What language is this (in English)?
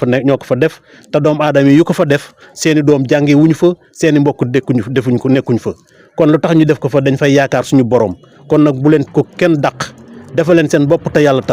Wolof